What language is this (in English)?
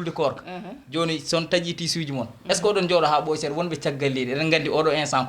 Fula